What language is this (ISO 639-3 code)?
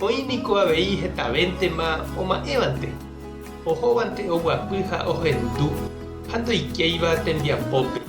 grn